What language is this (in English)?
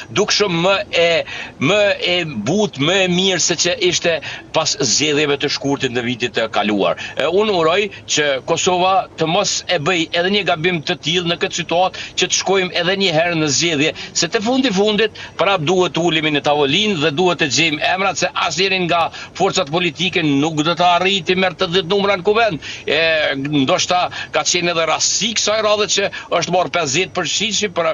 Albanian